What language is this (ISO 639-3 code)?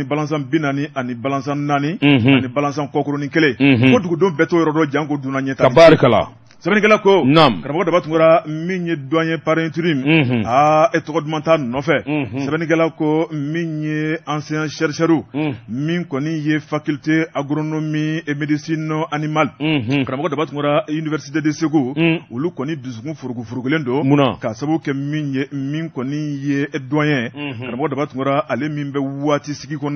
bam